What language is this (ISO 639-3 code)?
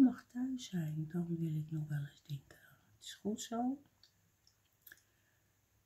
nld